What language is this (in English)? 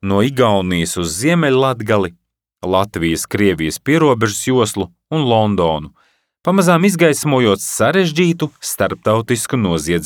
Latvian